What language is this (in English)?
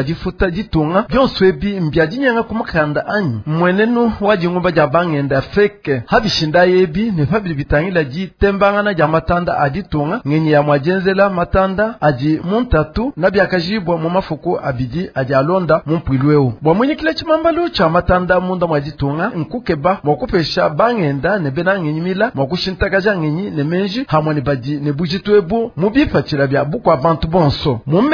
Luba-Lulua